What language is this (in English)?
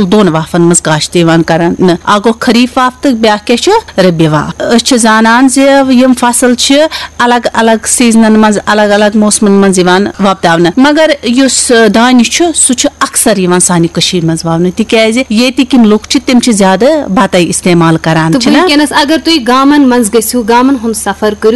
Kashmiri